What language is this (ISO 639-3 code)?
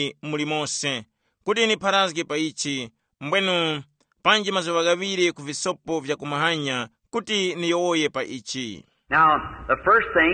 tum